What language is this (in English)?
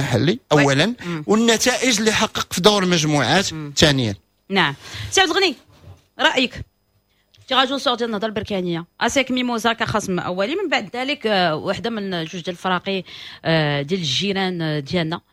Moroccan Arabic